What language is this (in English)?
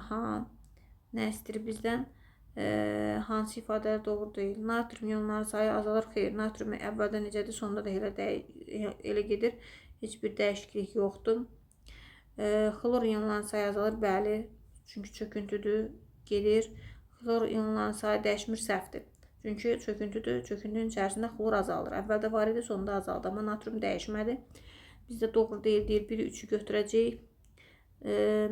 Azerbaijani